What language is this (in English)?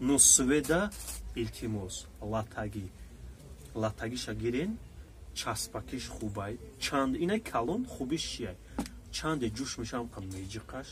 Tajik